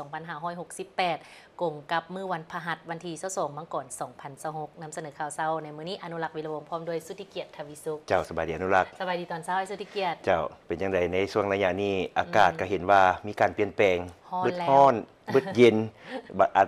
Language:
Lao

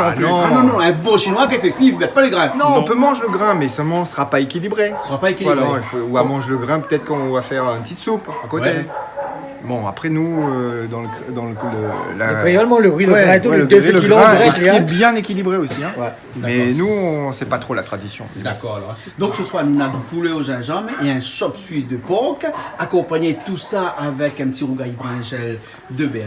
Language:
Réunion Creole French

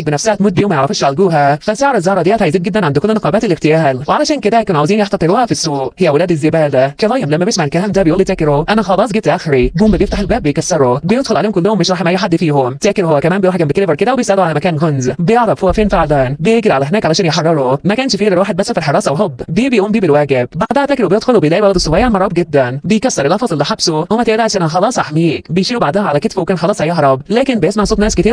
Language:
Egyptian Arabic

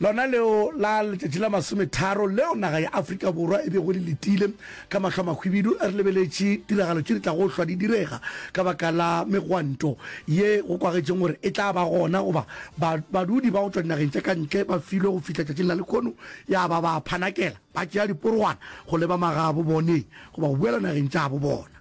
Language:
Northern Sotho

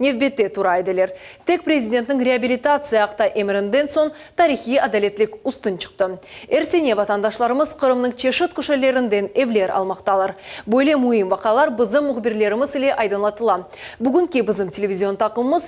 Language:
Crimean Tatar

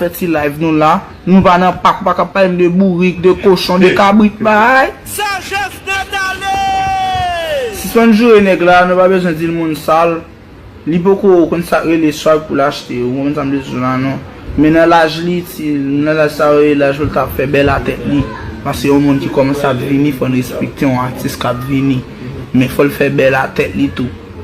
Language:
Haitian Creole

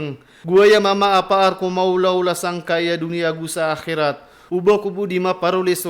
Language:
Maranao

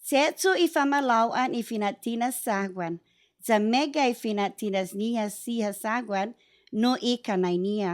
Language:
Chamorro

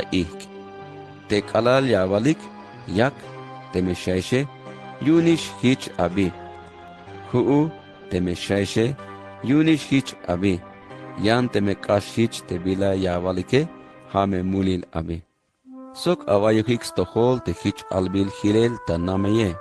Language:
Tzeltal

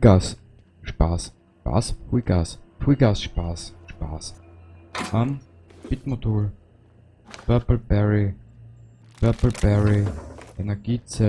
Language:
Bavarian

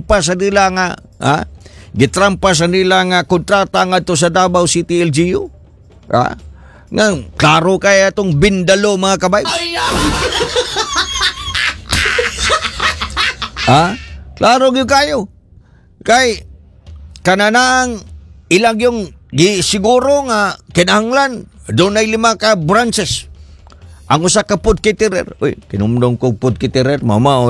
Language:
Cebuano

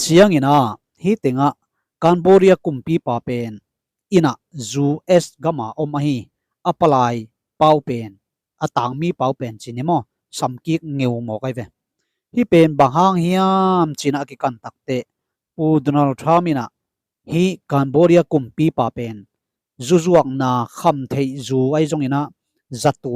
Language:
Tedim Chin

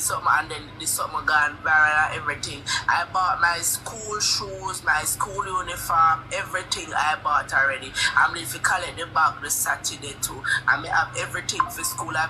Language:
Jamaican Creole English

